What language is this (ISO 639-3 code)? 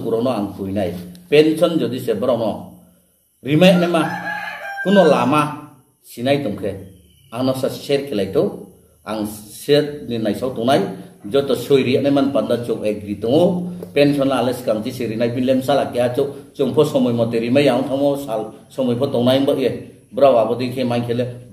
ria